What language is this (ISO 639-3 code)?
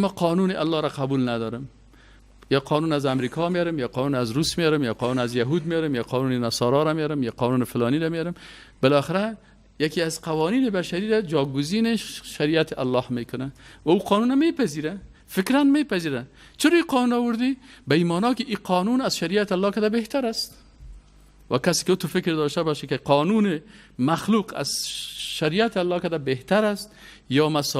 fas